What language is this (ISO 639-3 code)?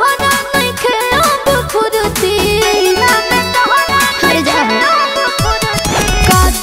bho